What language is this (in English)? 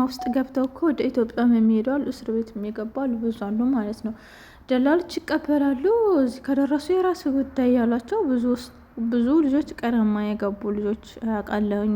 Amharic